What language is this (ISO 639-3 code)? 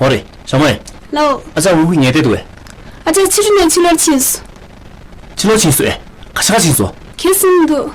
bod